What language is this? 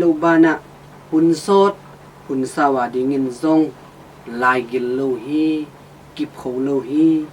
Tedim Chin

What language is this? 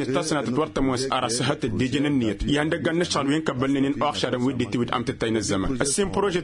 Tamasheq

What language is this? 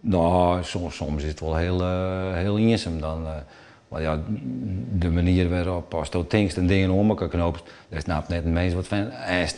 Western Frisian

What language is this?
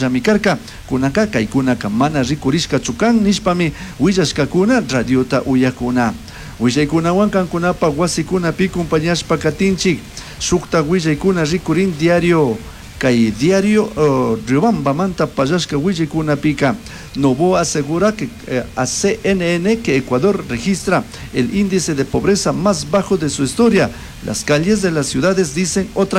Chimborazo Highland Quichua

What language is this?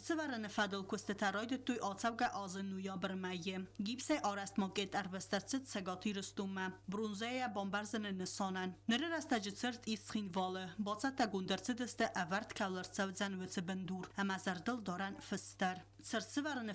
Ossetic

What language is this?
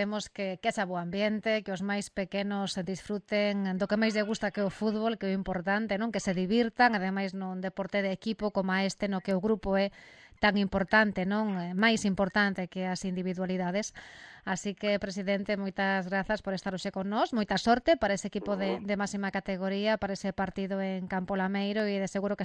Galician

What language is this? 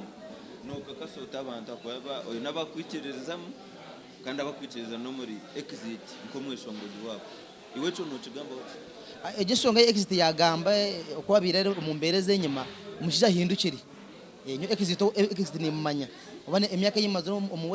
Nyankole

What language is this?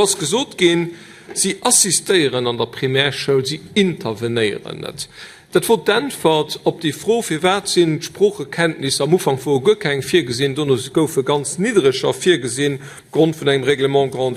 Luxembourgish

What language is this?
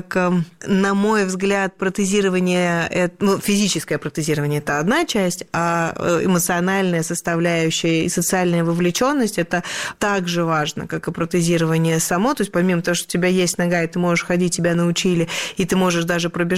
Russian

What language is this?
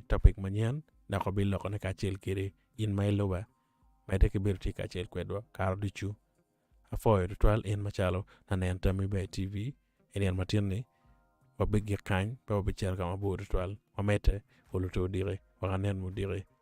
Acoli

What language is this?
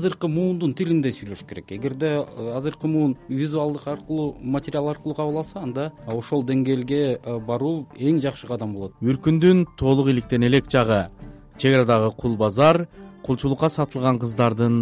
Kyrgyz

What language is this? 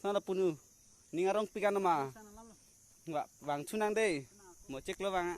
Karbi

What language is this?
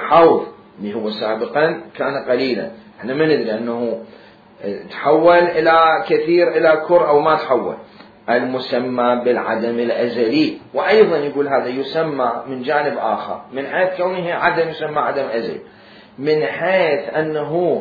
Mesopotamian Arabic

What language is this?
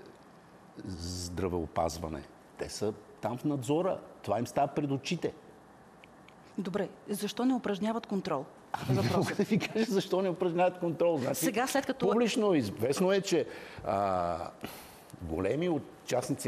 Bulgarian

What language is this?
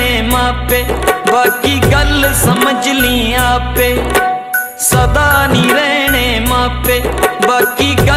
Punjabi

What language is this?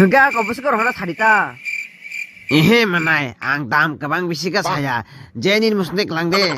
Kok Borok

